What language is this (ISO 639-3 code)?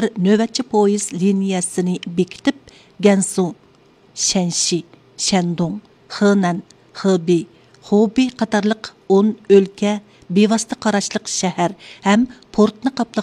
uig